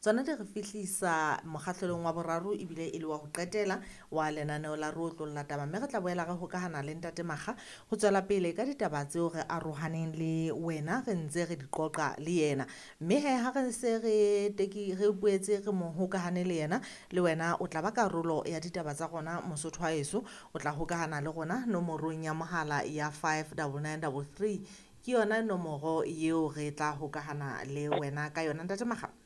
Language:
Southern Sotho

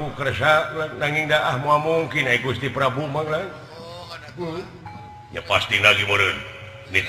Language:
Sundanese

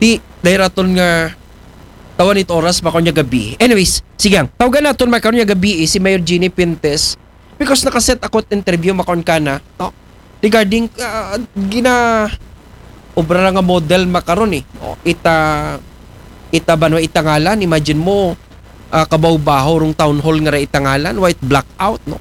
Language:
Aklanon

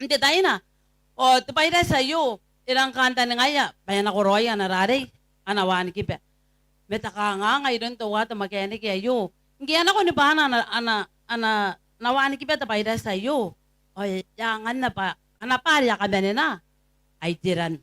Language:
Gilbertese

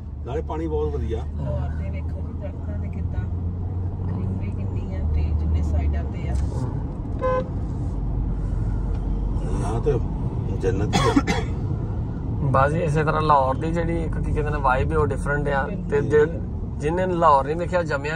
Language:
Punjabi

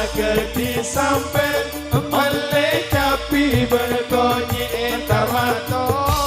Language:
Madurese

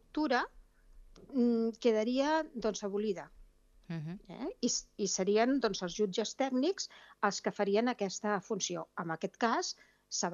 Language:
Catalan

